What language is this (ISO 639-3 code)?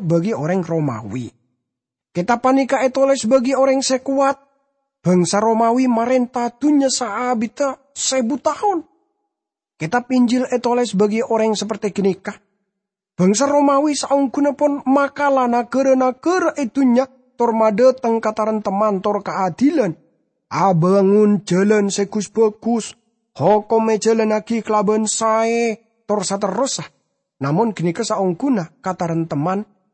mad